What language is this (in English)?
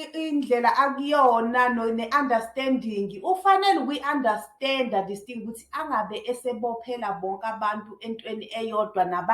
Zulu